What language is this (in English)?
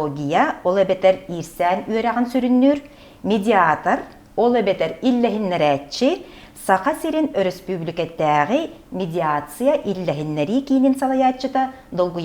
Yakut